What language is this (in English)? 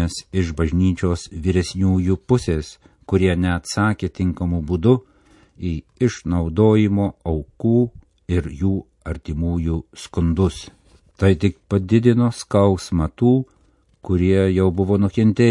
Lithuanian